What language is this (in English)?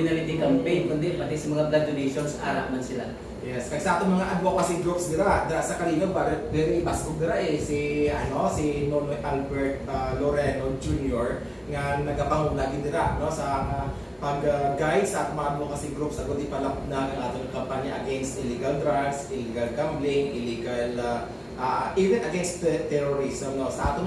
Hiligaynon